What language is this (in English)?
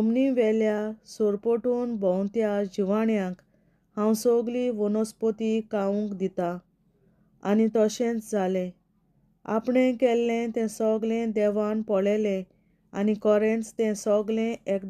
Konkani